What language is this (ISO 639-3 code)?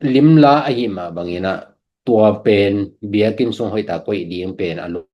ctd